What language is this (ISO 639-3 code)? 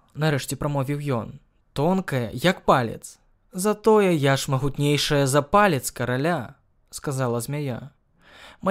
bel